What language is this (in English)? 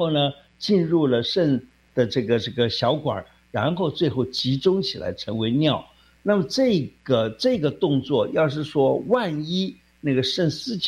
Chinese